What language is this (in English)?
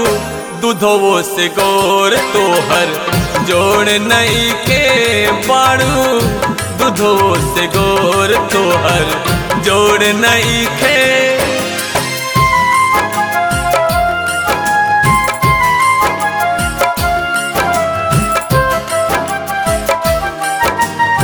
Bhojpuri